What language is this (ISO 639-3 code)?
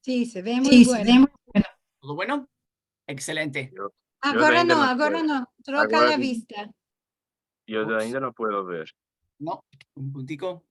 lad